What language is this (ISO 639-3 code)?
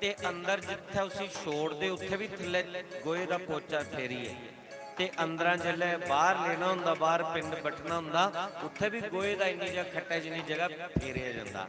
doi